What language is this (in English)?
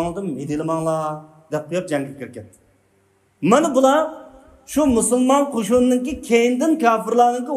Uyghur